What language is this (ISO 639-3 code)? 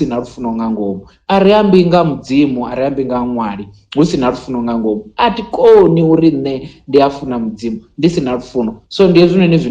ven